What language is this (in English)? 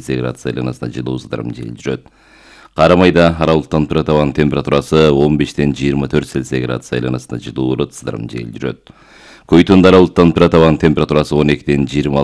Kyrgyz